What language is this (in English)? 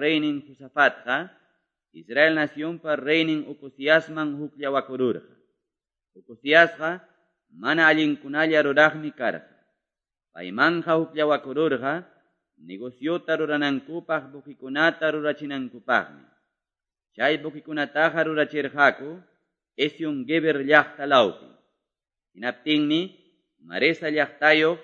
Quechua